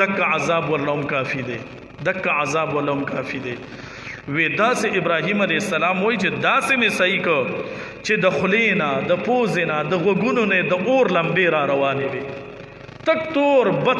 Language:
Pashto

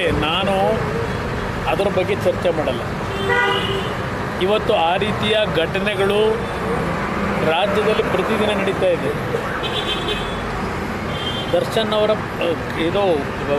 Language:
Kannada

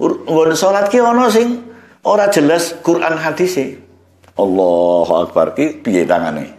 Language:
Javanese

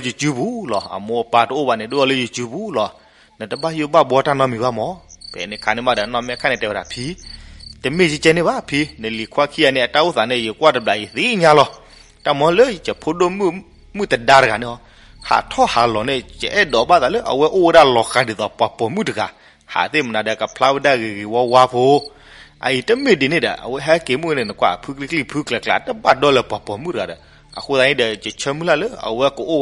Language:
S'gaw Karen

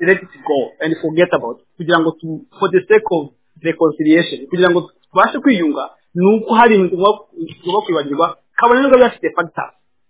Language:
Kinyarwanda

